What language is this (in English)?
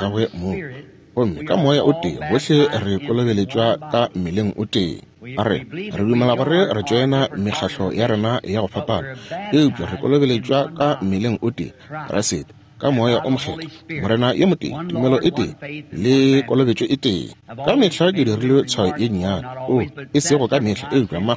Northern Sotho